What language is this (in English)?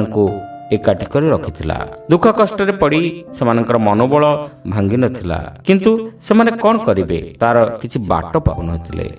Odia